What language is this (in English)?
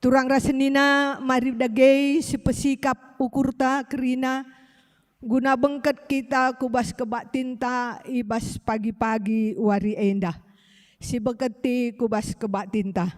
Batak Karo